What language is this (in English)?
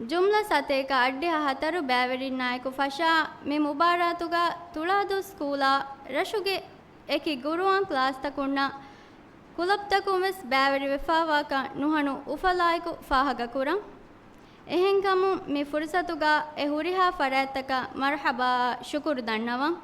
Divehi